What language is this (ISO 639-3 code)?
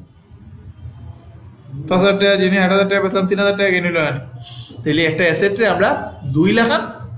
syl